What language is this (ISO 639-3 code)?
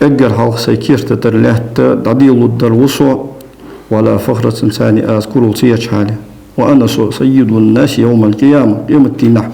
inh